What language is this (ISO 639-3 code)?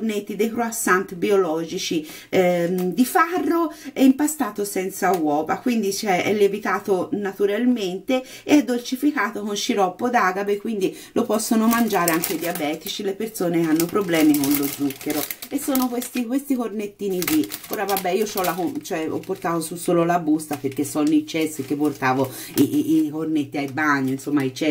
ita